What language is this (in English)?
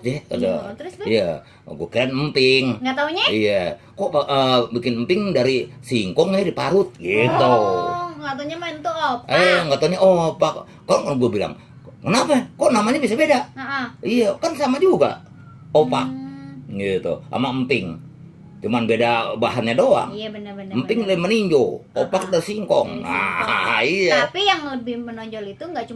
Betawi